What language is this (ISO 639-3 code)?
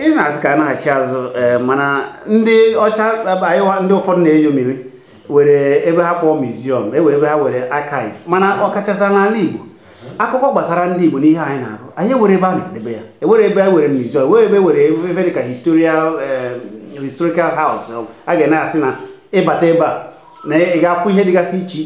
ibo